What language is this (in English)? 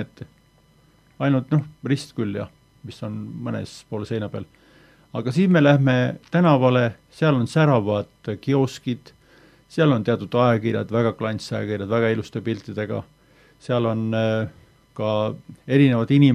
Estonian